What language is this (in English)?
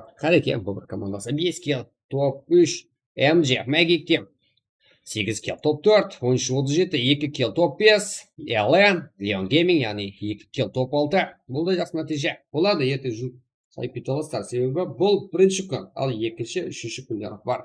Kara-Kalpak